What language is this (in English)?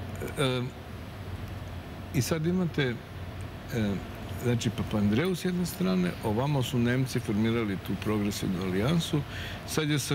Serbian